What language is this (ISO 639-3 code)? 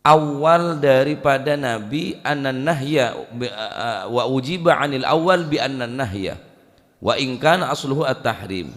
mad